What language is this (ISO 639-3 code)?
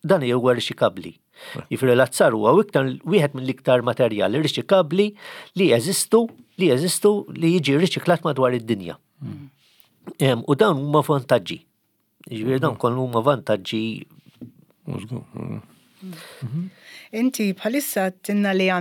mlt